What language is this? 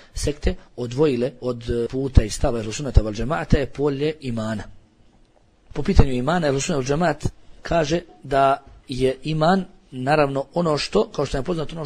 Bosnian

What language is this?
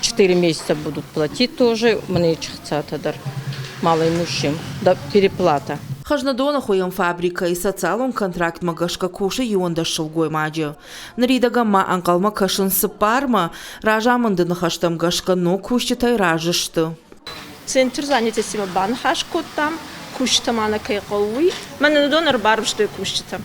Ossetic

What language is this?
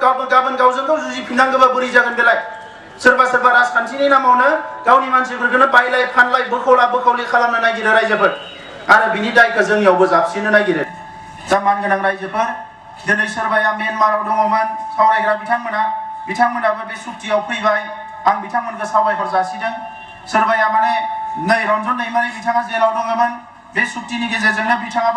Bodo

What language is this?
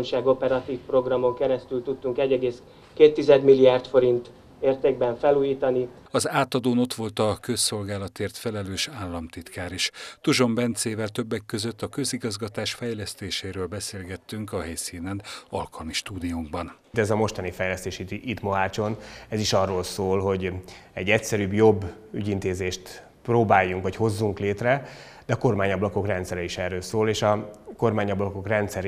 Hungarian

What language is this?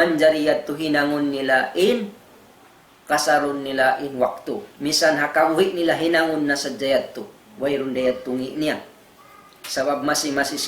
Tausug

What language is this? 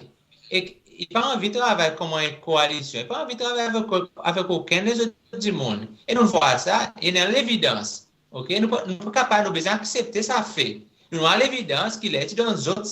Seselwa Creole French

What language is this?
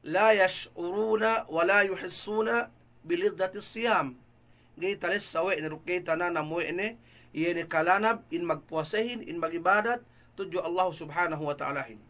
Yakan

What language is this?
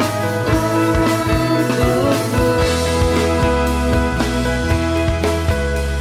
Indonesian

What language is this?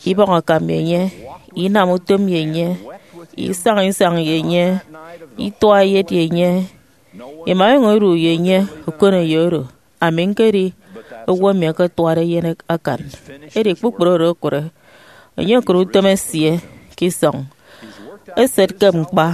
Efik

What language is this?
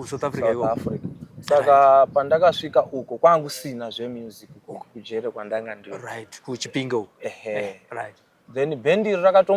Shona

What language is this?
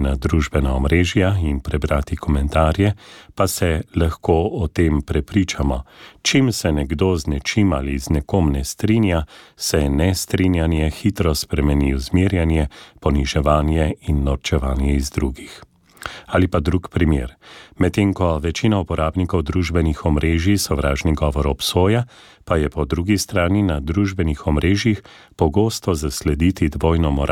Slovenian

